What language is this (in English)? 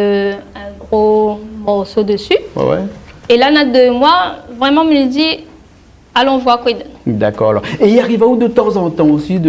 Réunion Creole French